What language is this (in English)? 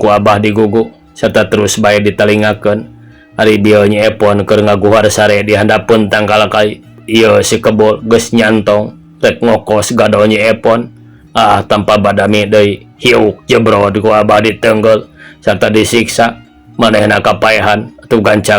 Sundanese